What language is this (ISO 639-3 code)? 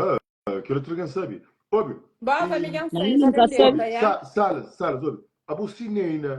kea